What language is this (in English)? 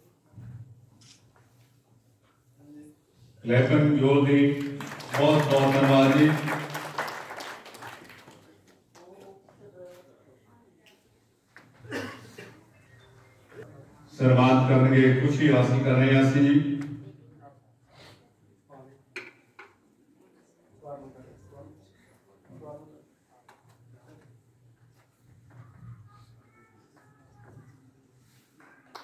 Punjabi